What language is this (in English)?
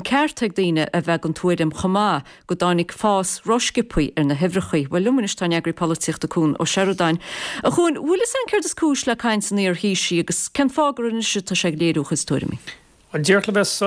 Irish